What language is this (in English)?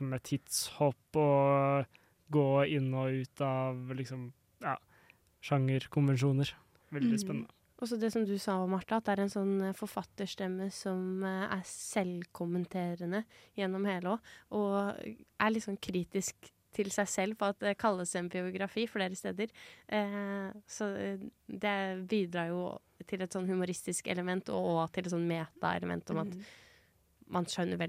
Norwegian